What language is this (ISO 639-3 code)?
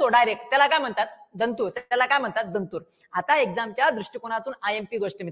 mar